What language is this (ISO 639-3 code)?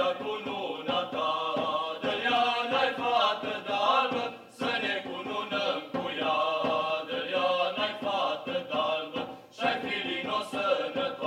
ron